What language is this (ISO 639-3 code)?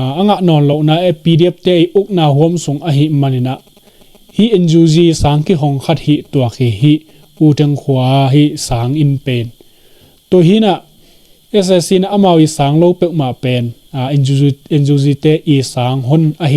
ctd